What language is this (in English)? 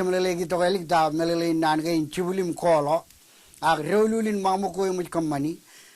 Marshallese